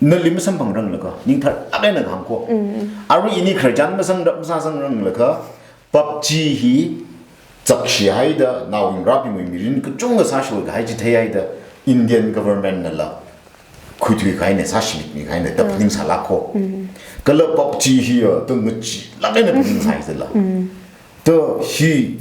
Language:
Tangkhul Naga (India)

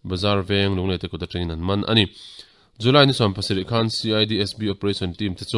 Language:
Mizo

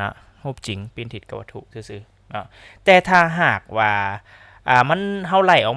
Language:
Lao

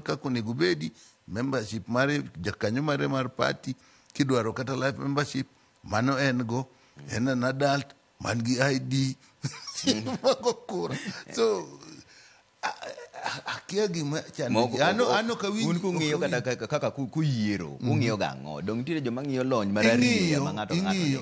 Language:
Luo (Kenya and Tanzania)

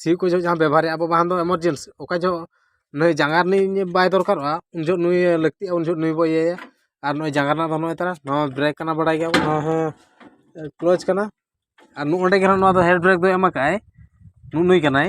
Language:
Santali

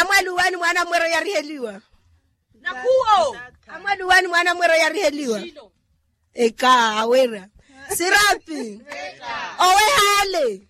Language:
Makhuwa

